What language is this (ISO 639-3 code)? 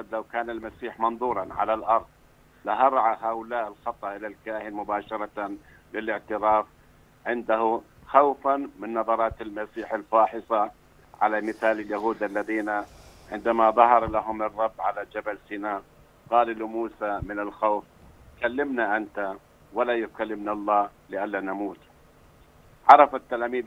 ara